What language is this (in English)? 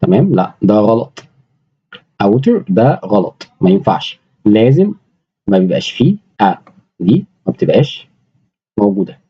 Egyptian Arabic